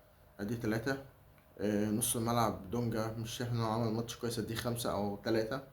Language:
Egyptian Arabic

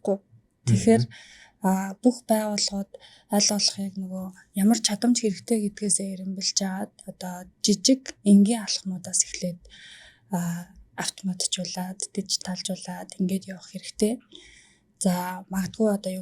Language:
Mongolian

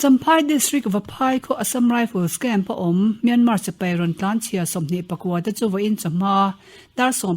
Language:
Mizo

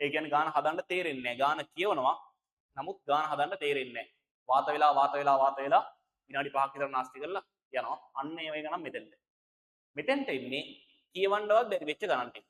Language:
Sinhala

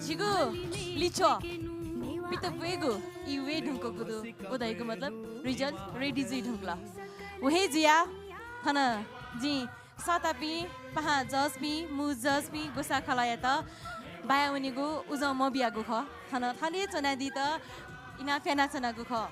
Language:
Newari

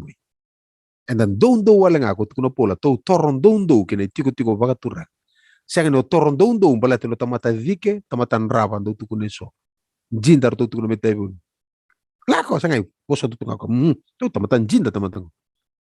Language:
Fijian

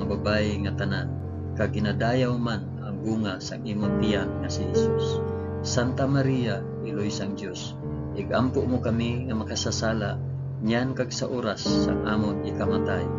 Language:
Hiligaynon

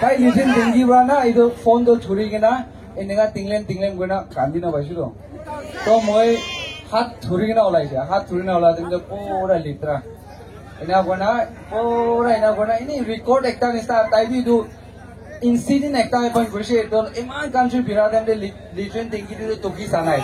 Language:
Naga Pidgin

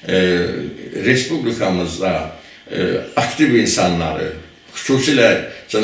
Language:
Azerbaijani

